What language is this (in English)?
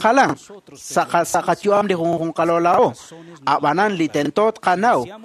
Kekchí